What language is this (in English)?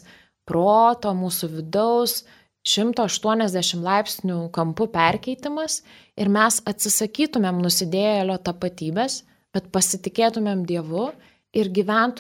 Lithuanian